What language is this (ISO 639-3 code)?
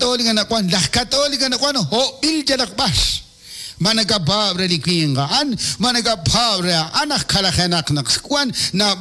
kek